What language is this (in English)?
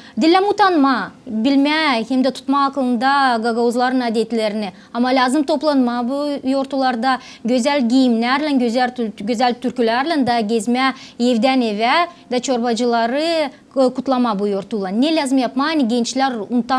Gagauz